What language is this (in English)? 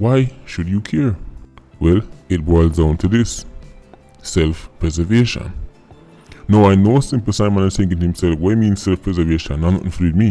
Jamaican Creole English